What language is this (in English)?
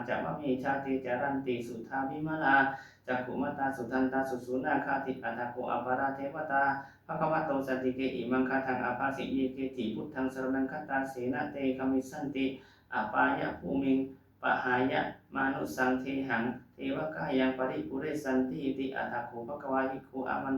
Pali